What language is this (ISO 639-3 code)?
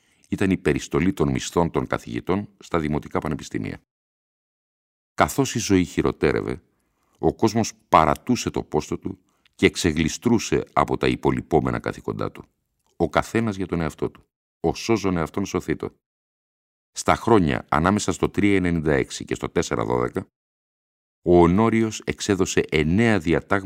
ell